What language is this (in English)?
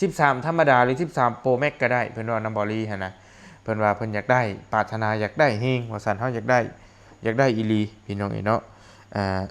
Lao